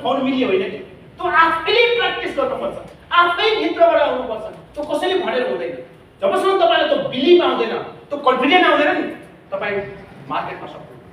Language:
Nepali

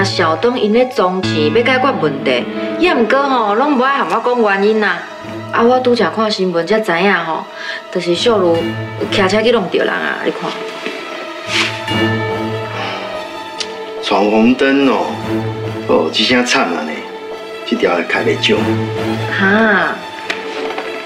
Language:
Min Nan Chinese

